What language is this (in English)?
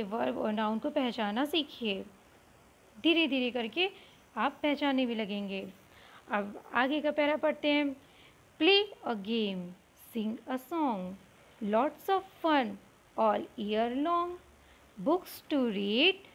Hindi